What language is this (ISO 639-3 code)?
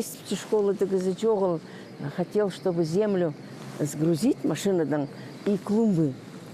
kjh